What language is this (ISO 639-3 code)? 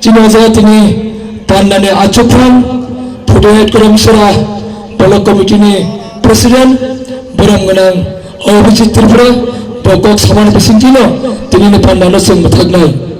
trp